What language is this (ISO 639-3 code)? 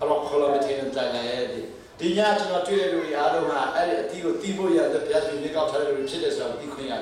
cnh